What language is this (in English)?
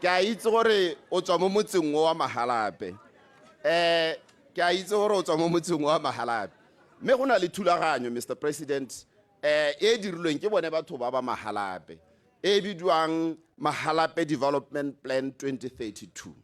Tswana